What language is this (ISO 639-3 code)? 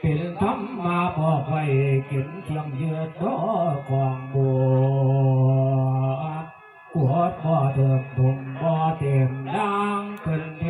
tts